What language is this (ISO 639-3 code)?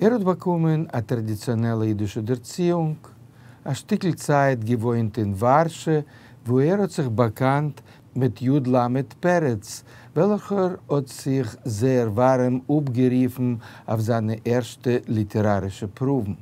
yid